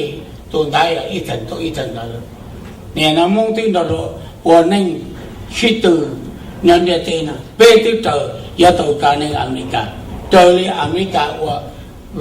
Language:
Hmong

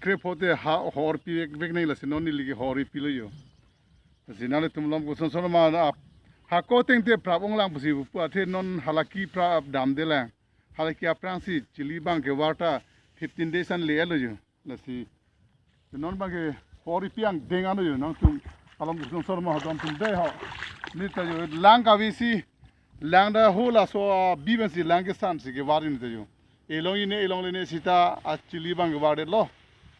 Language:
Karbi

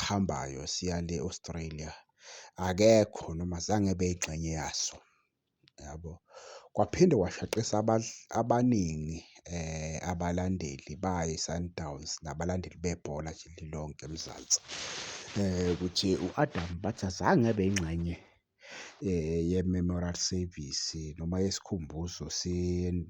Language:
Zulu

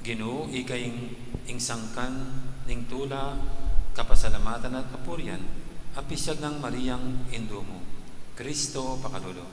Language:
Pampanga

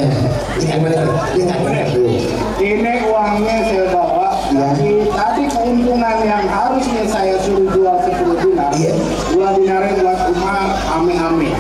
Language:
Betawi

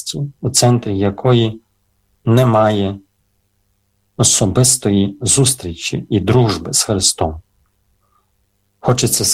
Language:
Ukrainian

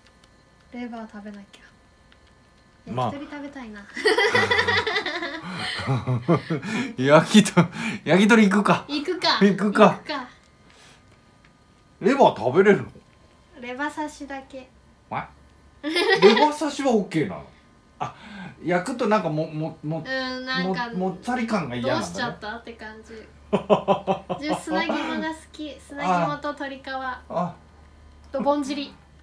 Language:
Japanese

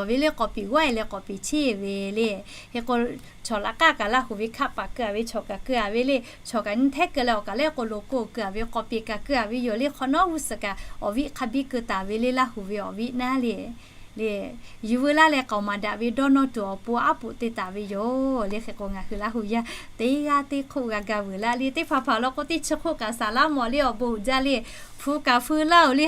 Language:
Lahu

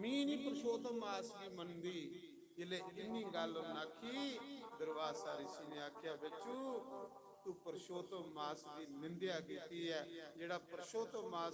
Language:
Dogri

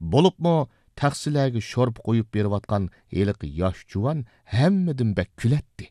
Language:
Uyghur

